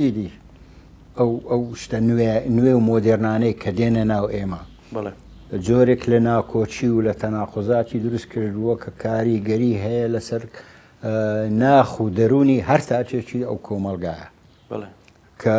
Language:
Central Kurdish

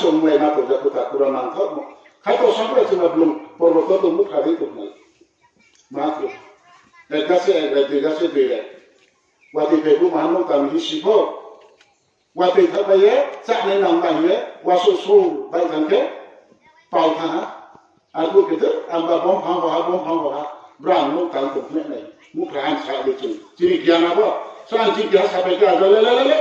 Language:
Riang (India)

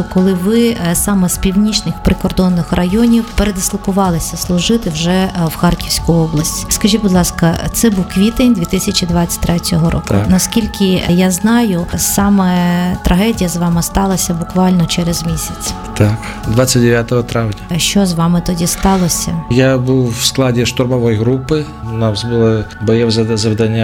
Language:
Ukrainian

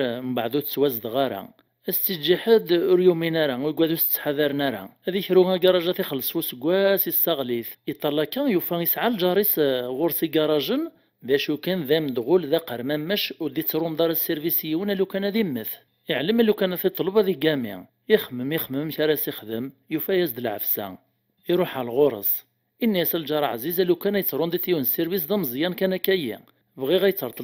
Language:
Kabyle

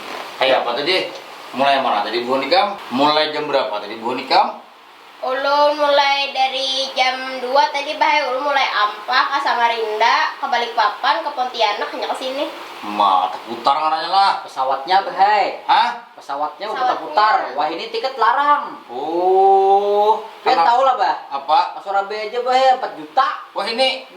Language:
Banjar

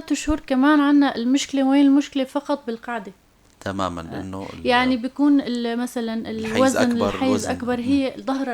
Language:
North Levantine Arabic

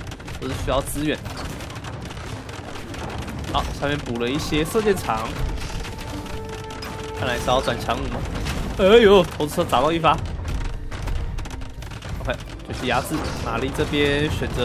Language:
Chinese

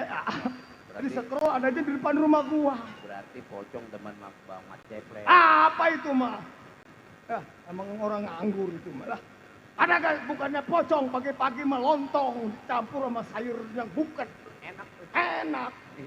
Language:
Betawi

